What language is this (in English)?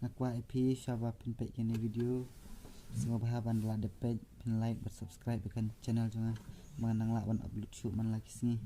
Khasi